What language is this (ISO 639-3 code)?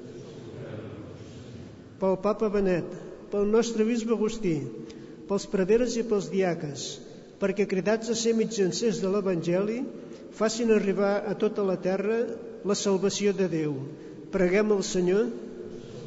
cat